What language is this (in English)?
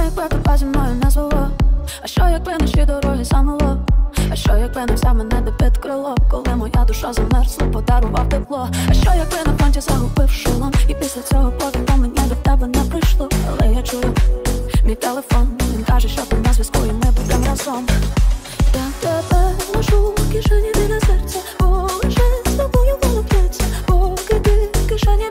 Ukrainian